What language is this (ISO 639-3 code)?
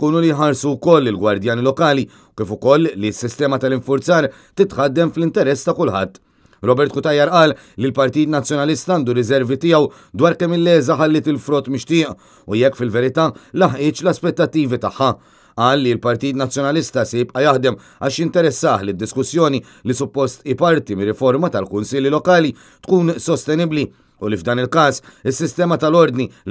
mlt